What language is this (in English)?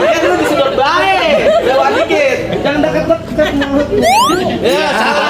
Betawi